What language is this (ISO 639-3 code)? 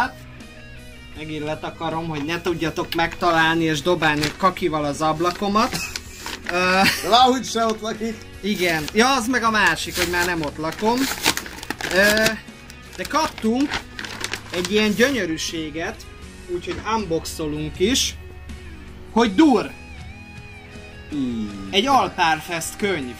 hun